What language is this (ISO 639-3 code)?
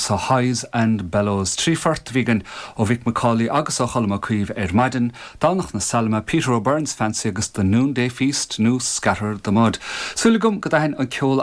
gle